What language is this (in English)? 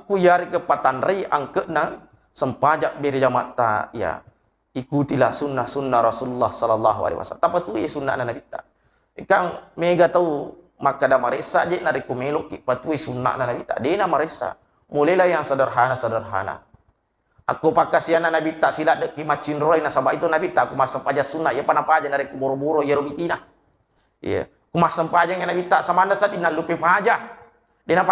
Buginese